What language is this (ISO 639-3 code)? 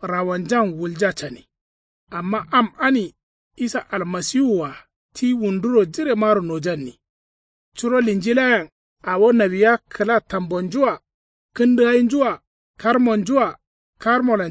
kau